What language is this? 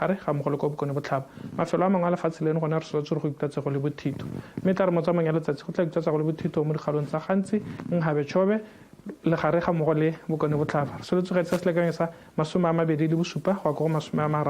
Tswana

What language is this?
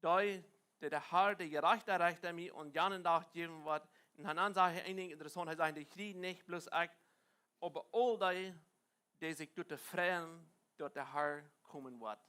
Plautdietsch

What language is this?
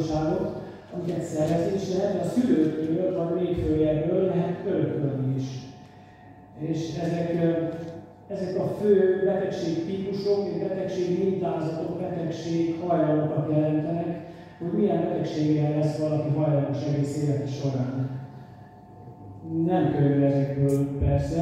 Hungarian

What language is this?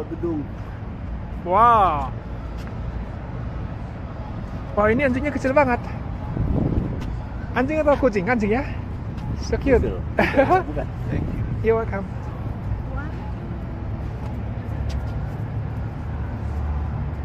Indonesian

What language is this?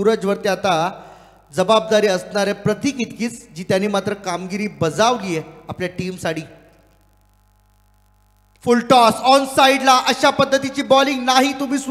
Marathi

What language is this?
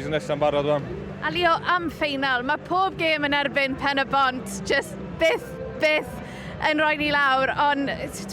Welsh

